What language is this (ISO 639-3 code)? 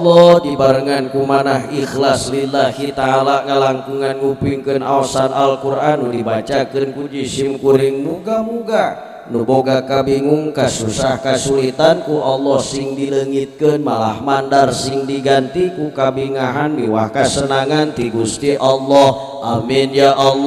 sun